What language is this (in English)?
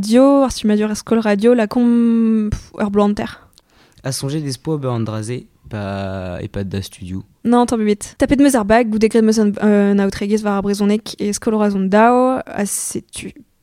Breton